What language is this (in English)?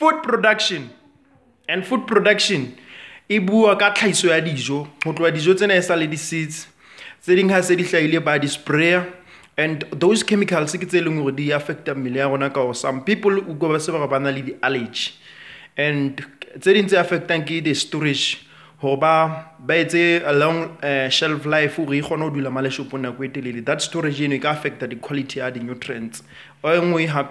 Southern Sotho